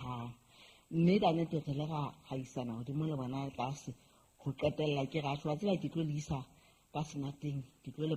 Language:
Southern Sotho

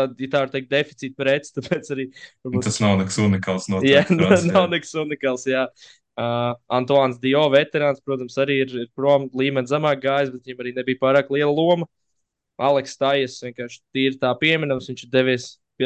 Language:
Latvian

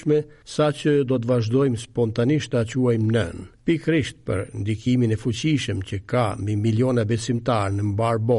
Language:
Albanian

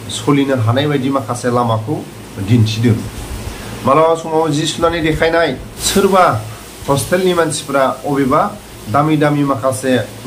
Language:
Bodo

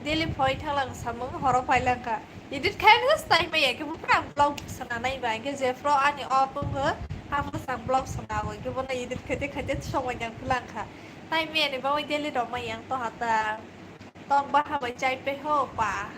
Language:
Kok Borok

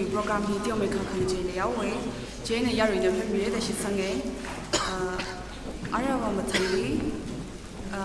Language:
Tangkhul Naga (India)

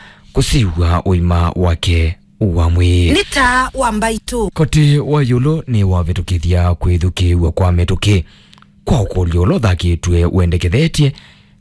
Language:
Kamba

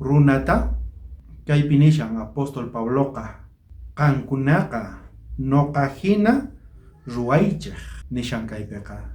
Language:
South Bolivian Quechua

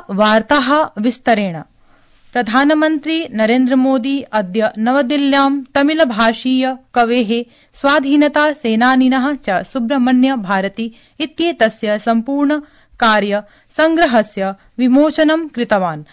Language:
Sanskrit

